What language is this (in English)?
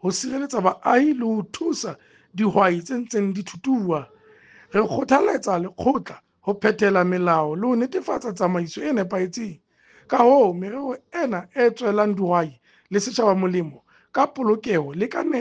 Southern Sotho